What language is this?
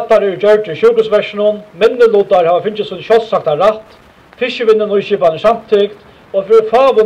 Faroese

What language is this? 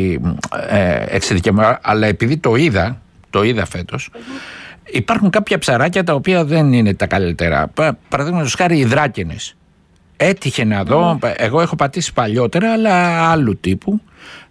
Greek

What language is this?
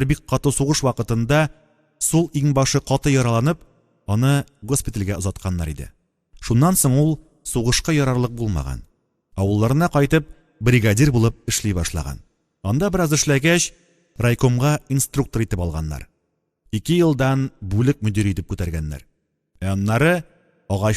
Tatar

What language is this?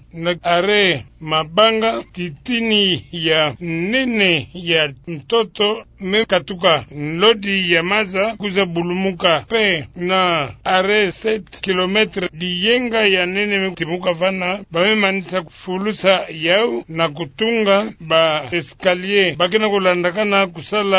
Kituba (Democratic Republic of Congo)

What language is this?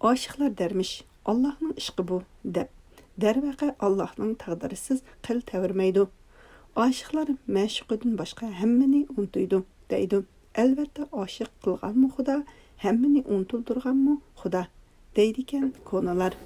Uyghur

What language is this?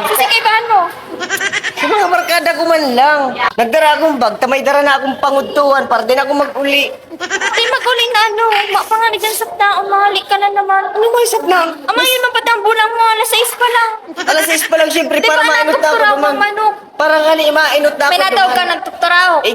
Bikol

